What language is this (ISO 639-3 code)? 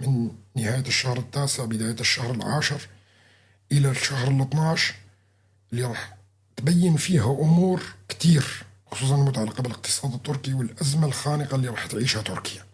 apc